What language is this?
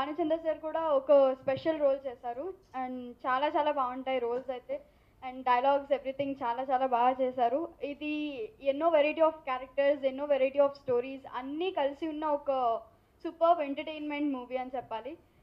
Telugu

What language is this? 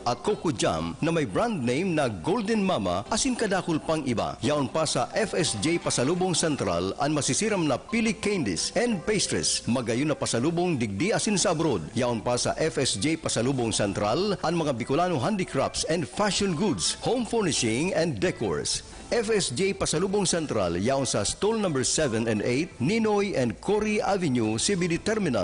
Bikol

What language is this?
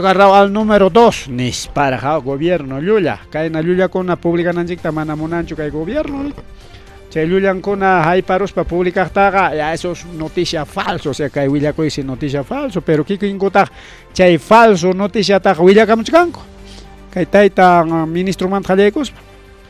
Ayacucho Quechua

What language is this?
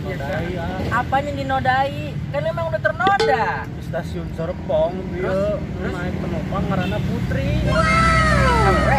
Sundanese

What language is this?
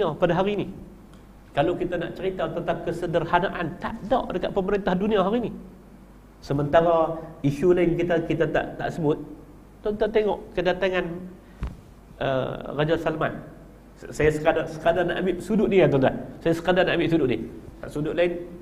Malay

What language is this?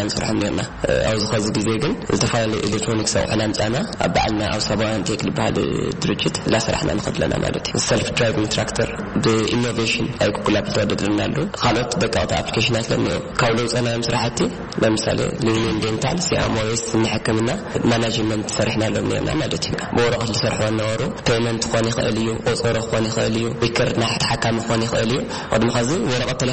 Tigrinya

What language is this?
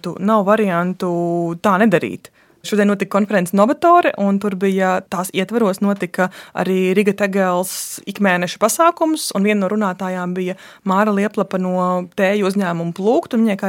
Latvian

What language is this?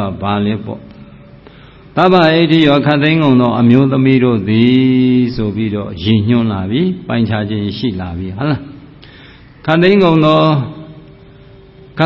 Burmese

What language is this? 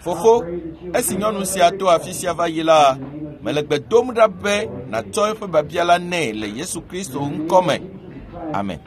Ewe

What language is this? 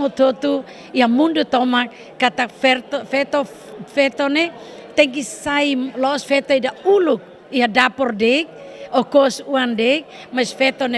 Tetum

